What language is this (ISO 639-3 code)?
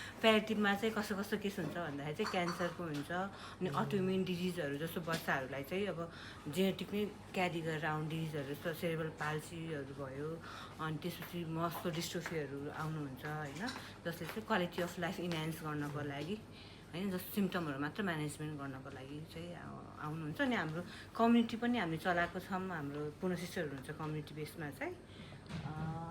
nep